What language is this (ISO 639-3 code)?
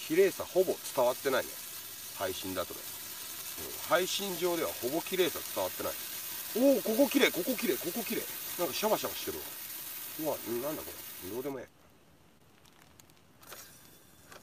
jpn